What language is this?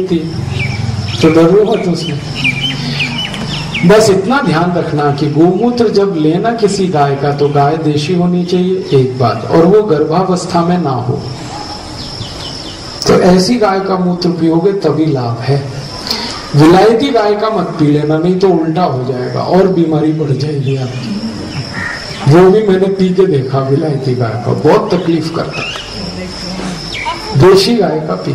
Hindi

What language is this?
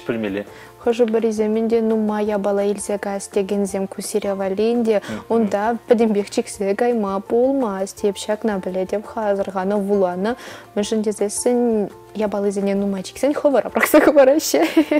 Chuvash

